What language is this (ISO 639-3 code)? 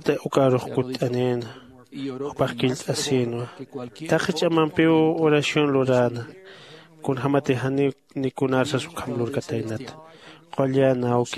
aym